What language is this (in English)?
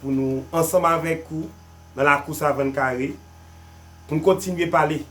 Haitian Creole